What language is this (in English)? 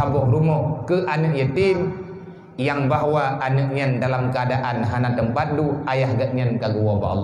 Achinese